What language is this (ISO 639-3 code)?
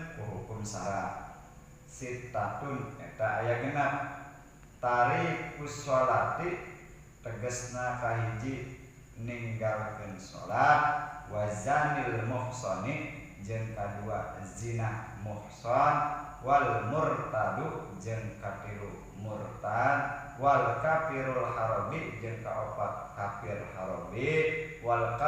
sun